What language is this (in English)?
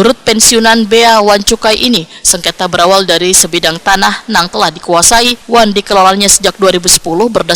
Banjar